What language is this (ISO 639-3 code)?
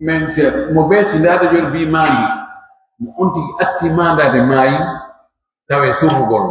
fuf